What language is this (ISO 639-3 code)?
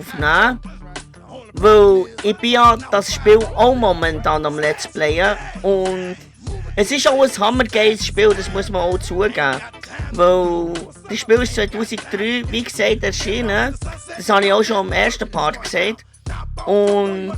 gsw